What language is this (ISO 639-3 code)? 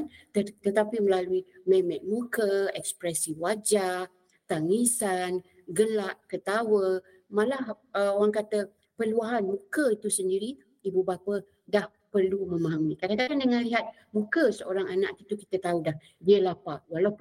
msa